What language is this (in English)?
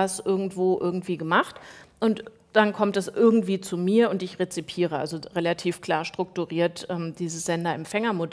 German